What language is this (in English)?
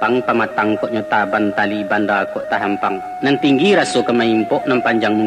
Minangkabau